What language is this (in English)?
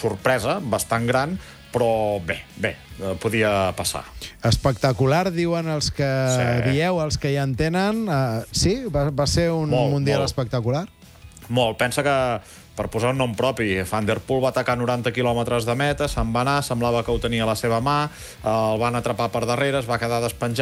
Catalan